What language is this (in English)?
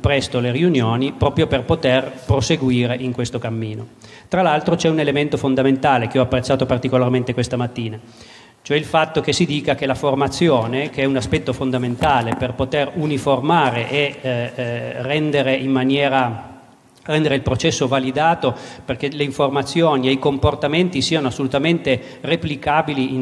Italian